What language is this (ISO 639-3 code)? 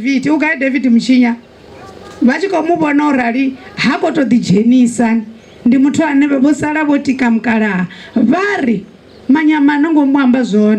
ven